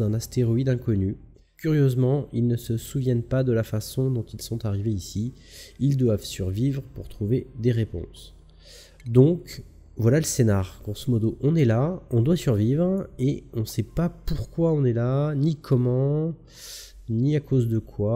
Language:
French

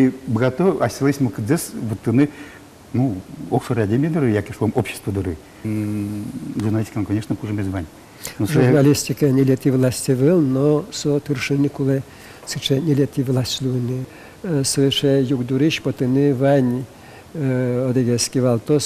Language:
Udmurt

